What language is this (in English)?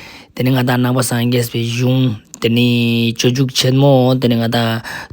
Ladakhi